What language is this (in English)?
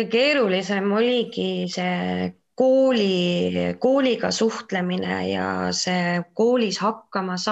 Estonian